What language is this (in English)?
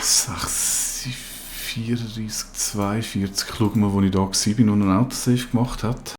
Swiss German